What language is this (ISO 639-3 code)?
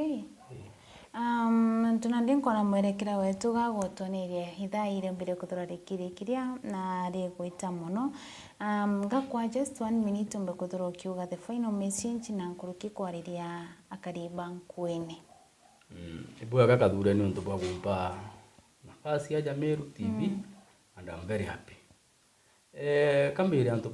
mer